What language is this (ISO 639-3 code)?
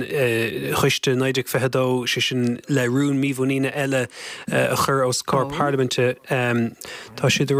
gle